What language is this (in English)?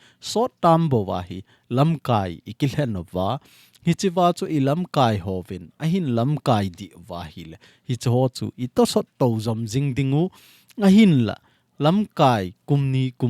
Thado Chin